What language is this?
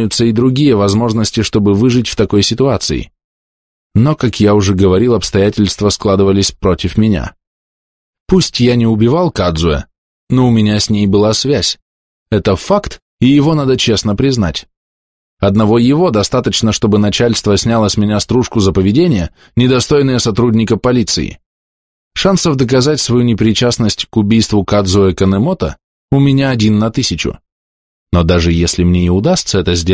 Russian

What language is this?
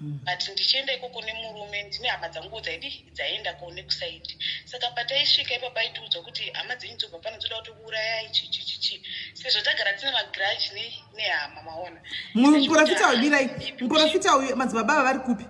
Shona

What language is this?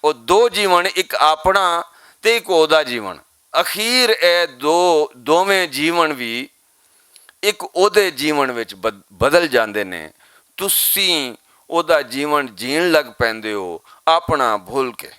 Western Panjabi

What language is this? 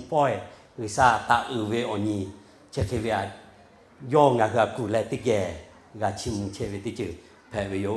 Lahu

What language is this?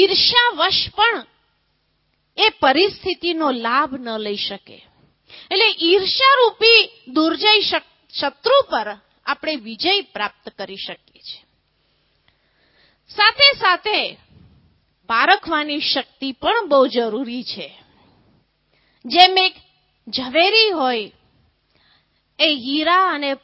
Gujarati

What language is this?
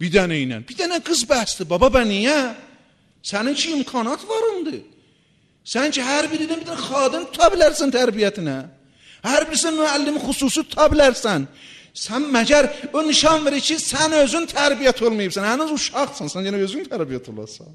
Azerbaijani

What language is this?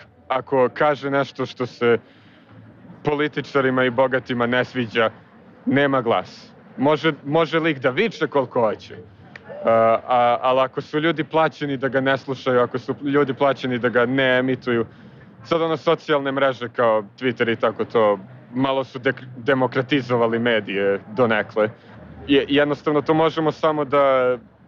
Serbian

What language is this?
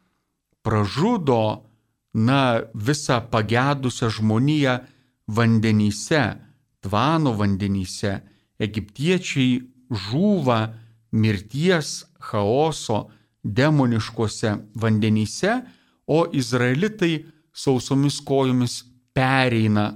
Lithuanian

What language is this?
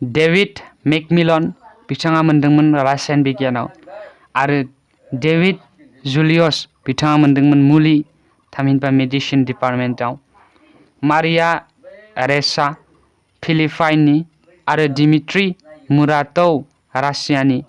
Bodo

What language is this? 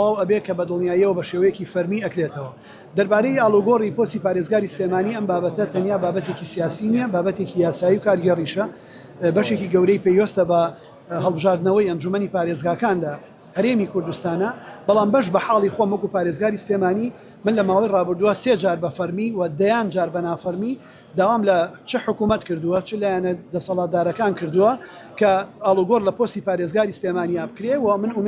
Central Kurdish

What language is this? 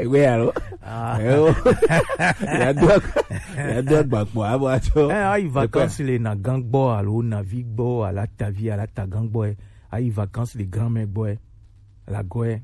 Gen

